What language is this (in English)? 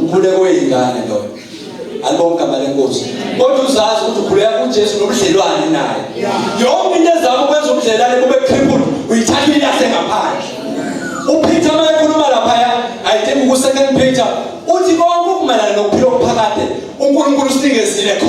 Zulu